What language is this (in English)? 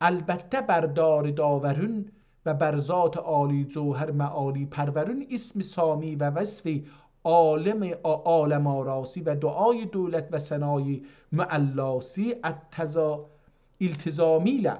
South Azerbaijani